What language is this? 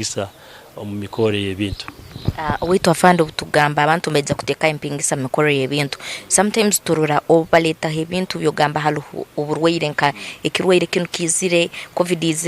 Nyankole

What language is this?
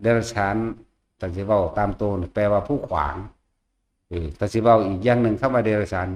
Northeastern Thai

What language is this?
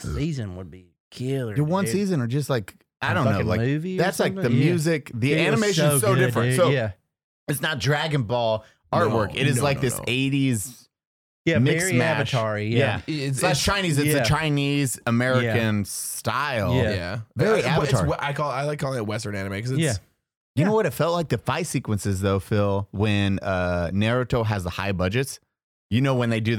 English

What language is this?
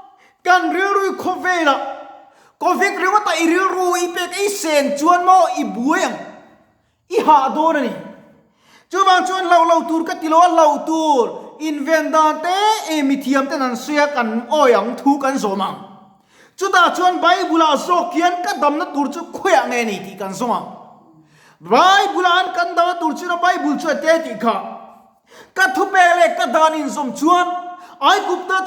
Mizo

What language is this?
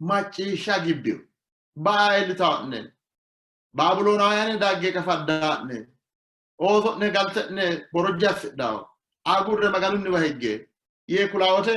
Sidamo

